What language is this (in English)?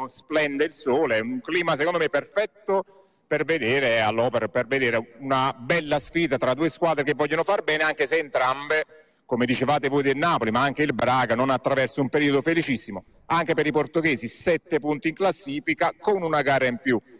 Italian